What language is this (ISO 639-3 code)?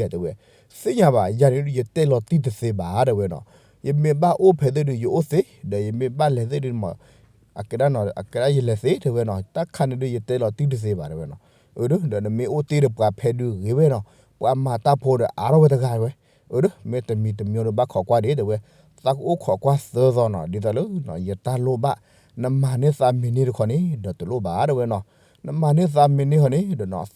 ksw